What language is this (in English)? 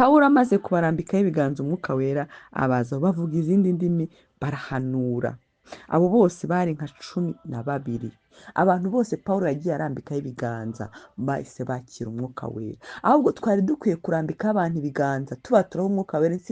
Kinyarwanda